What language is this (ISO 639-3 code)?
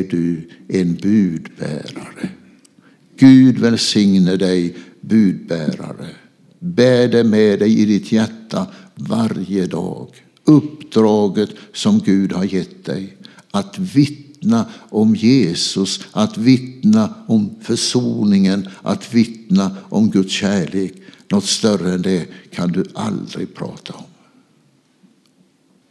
swe